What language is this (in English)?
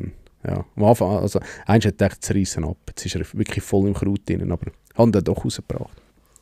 Swiss German